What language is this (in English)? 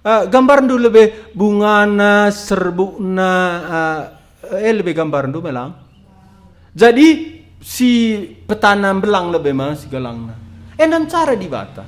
Batak Karo